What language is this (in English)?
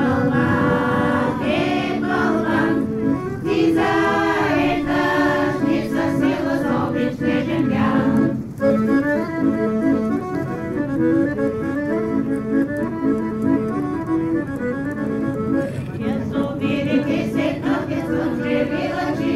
Bulgarian